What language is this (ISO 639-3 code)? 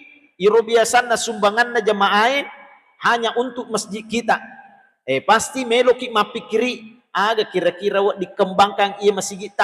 bug